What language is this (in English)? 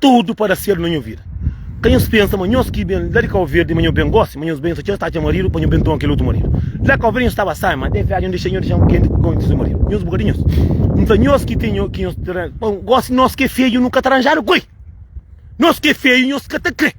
Kabuverdianu